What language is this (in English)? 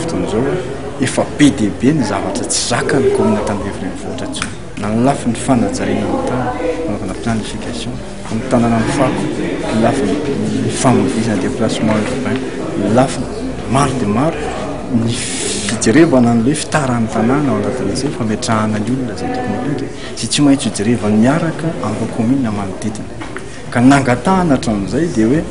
Malagasy